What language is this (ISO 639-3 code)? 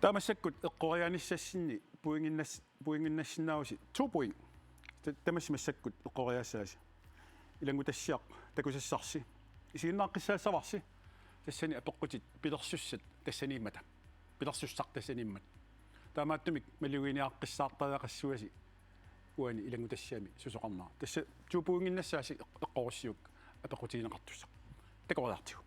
kal